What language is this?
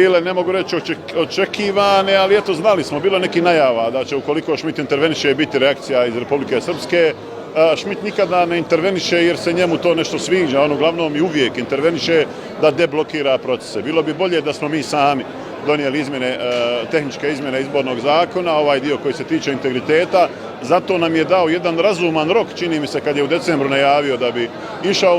Bosnian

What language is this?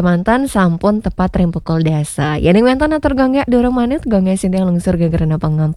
Balinese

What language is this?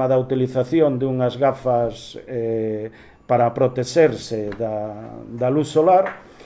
Galician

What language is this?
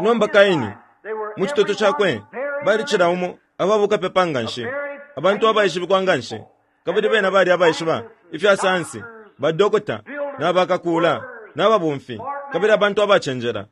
Bemba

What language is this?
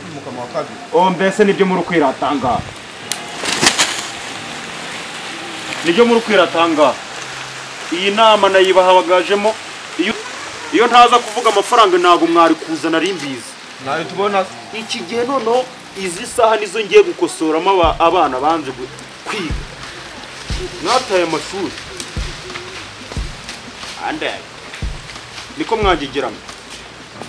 Kinyarwanda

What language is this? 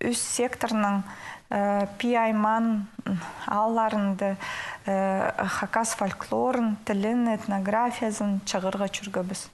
Khakas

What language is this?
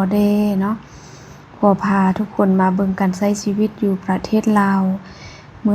Lao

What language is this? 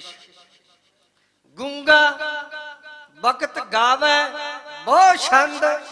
Punjabi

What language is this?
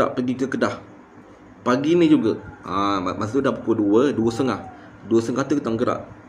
Malay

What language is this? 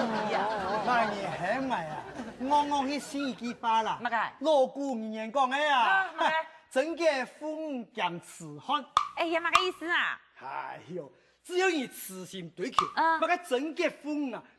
Hakka Chinese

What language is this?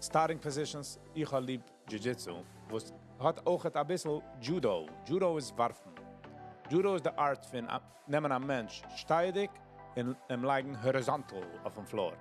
Yiddish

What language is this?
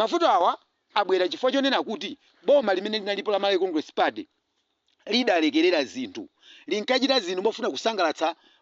Nyanja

